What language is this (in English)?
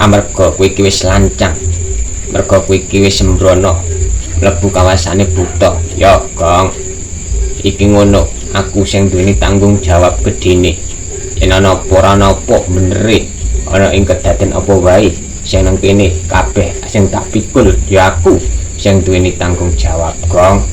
Javanese